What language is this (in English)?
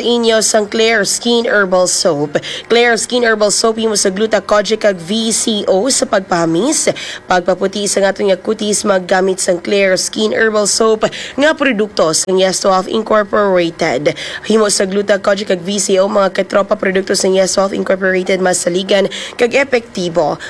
Hiligaynon